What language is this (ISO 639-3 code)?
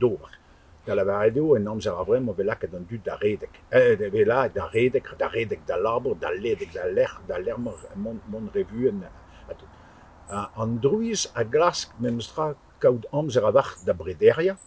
bre